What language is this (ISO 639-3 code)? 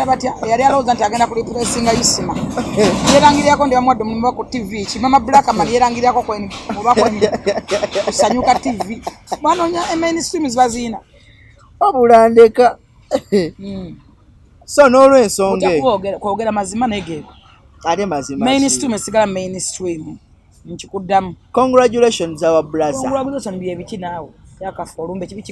lug